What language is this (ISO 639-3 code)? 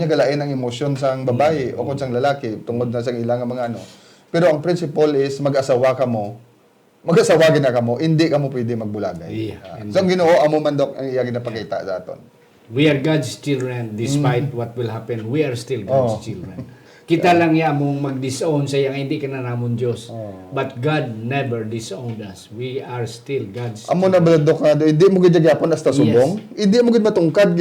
hil